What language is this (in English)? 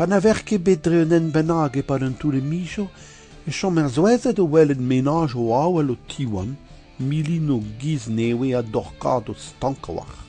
Breton